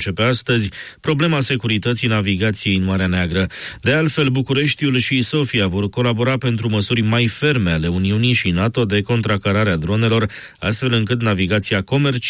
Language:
Romanian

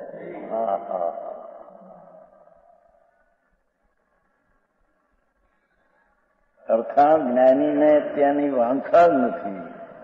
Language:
Gujarati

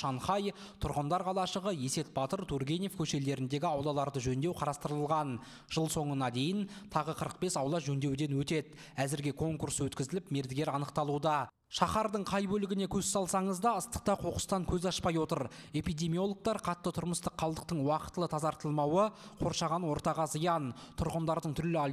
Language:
Kazakh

